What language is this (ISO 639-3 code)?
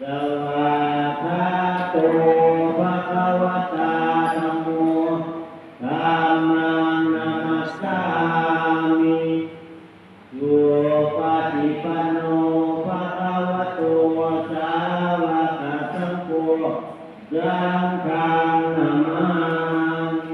pli